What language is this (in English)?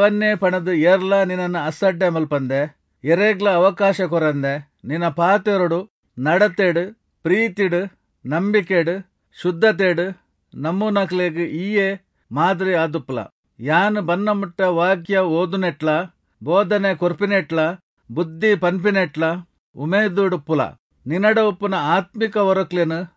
Tulu